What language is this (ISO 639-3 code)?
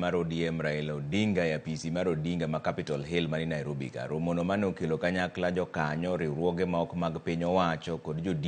luo